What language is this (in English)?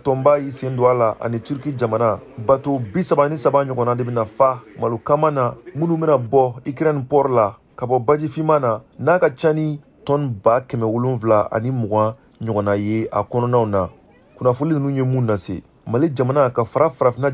Bambara